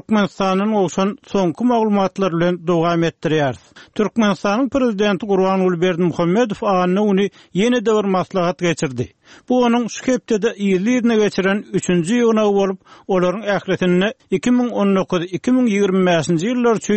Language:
Turkmen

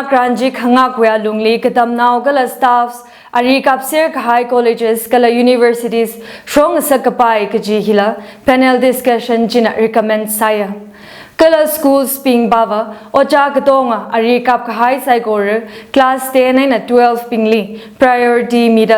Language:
Tangkhul Naga (India)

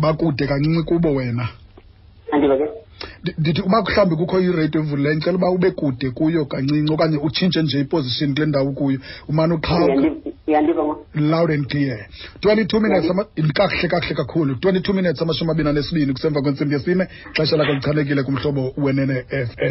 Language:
Xhosa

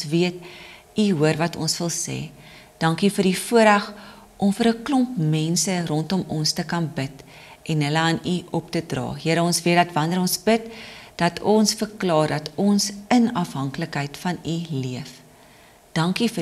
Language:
Afrikaans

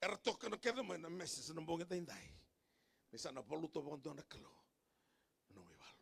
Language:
Fijian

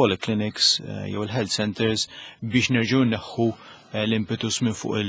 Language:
Maltese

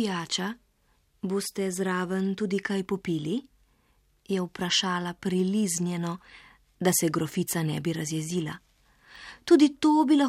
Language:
Slovenian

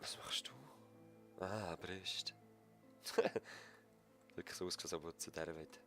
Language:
Swiss German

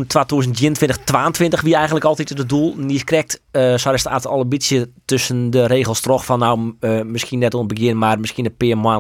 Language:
Western Frisian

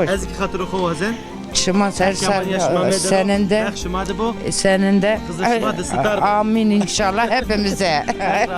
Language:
Zaza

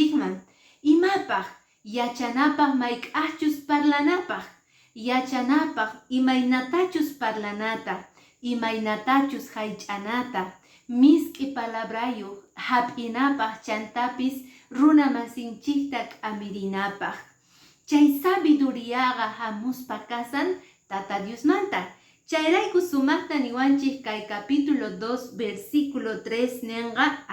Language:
Quechua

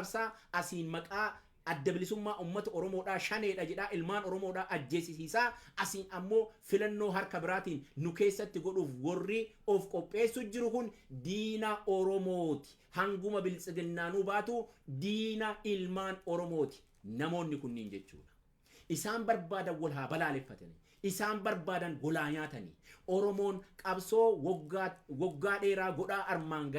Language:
Oromo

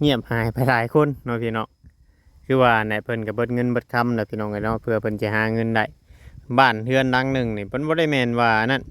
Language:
Northeastern Thai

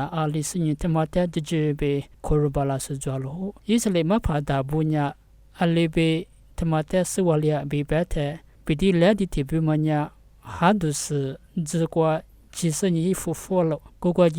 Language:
Lisu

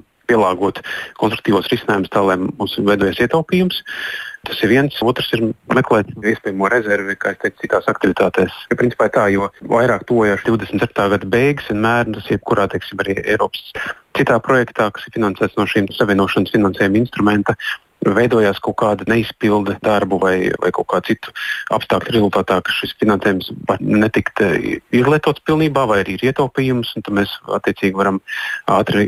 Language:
Latvian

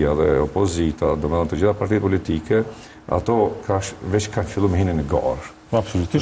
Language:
Albanian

